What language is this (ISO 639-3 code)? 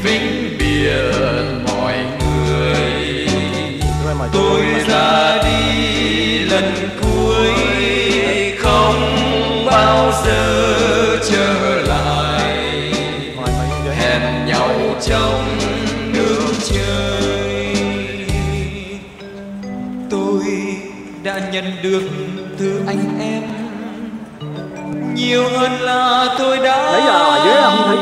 vie